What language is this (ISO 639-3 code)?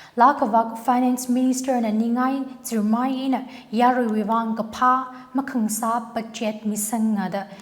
nmf